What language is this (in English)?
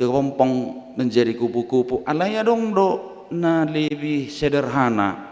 Batak Toba